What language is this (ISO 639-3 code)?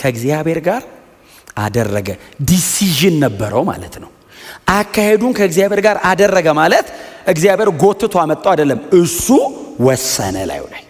amh